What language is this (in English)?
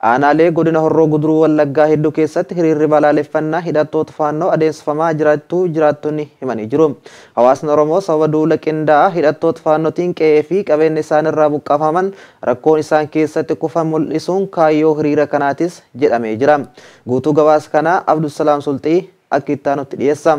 Oromo